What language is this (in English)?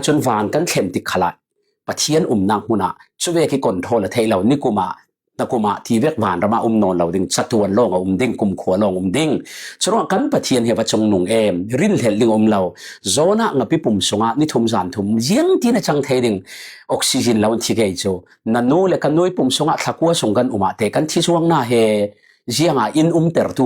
Falam Chin